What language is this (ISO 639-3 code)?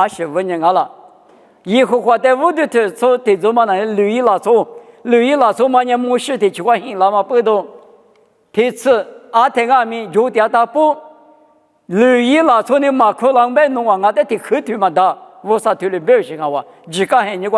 lis